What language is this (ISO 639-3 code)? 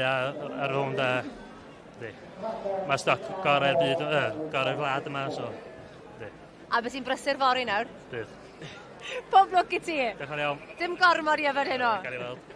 cym